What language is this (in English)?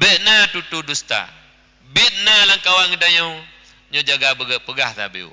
Achinese